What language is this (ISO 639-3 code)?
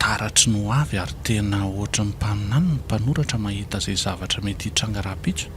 mlg